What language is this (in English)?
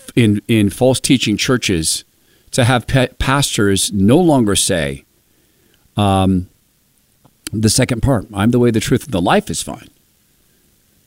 English